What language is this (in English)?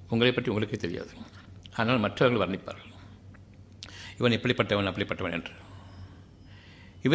Tamil